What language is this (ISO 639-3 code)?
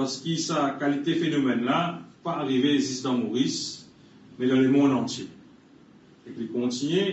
mfe